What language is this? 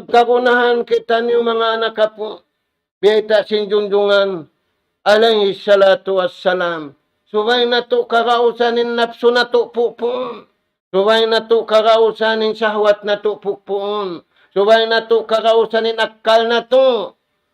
Tausug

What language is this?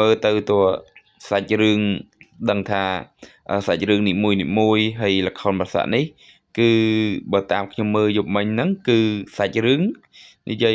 Khmer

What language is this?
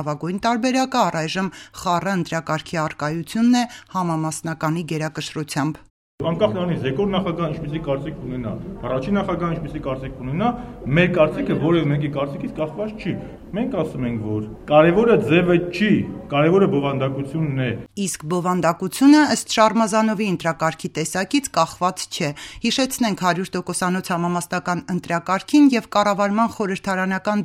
Armenian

